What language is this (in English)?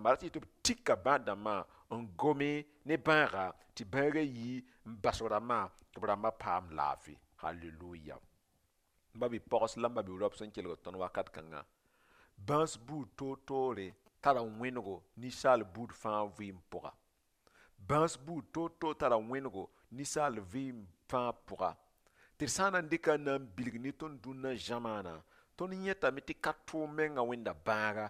Mossi